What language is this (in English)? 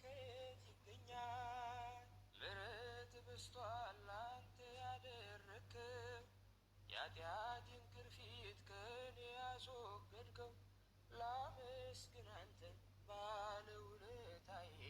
Amharic